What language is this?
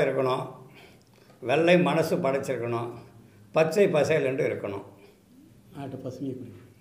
Tamil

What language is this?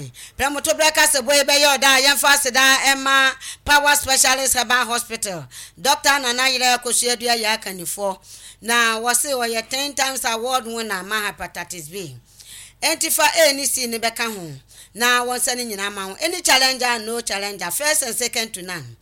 Akan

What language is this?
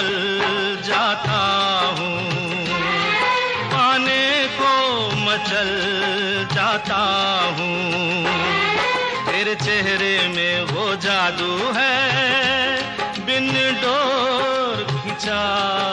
Hindi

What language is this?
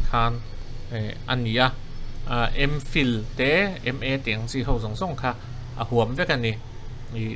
Mizo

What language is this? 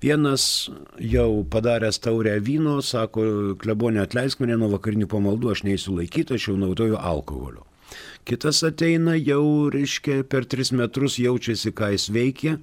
Lithuanian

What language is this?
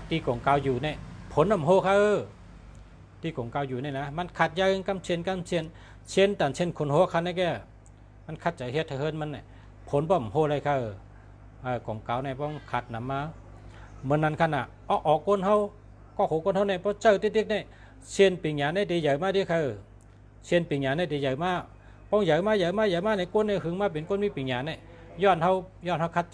Shan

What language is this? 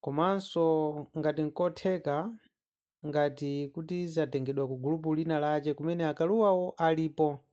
Nyanja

